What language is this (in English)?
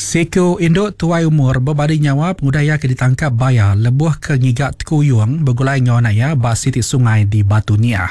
Iban